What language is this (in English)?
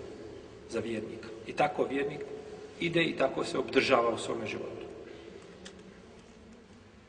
Bosnian